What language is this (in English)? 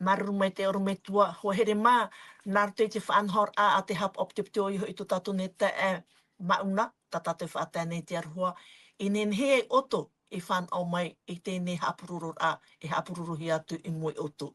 Tahitian